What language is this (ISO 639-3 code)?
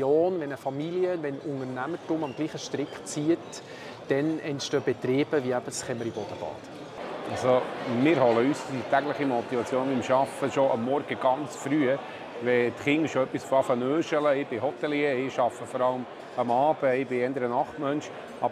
gsw